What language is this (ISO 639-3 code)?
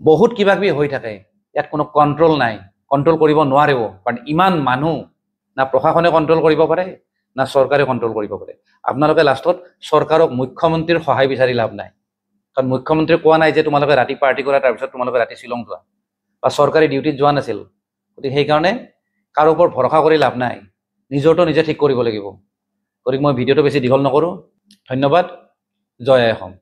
asm